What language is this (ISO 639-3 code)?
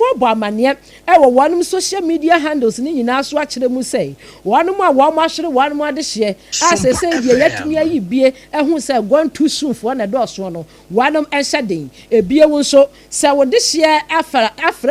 aka